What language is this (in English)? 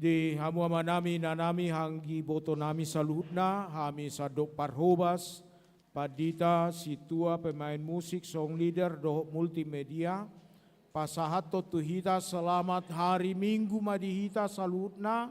Batak Toba